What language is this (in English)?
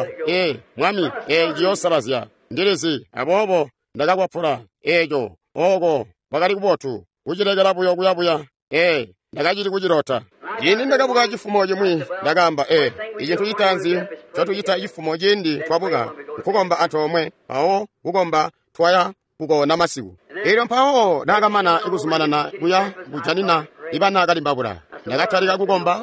Tonga (Zambia)